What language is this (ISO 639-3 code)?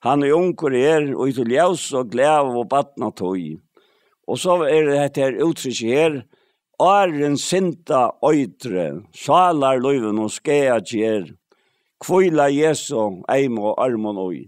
fao